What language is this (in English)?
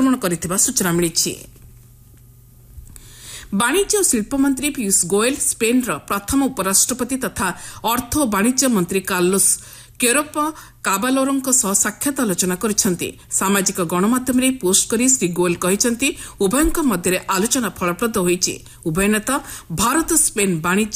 Odia